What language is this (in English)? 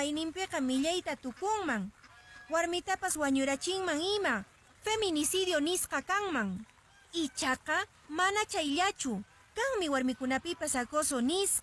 Quechua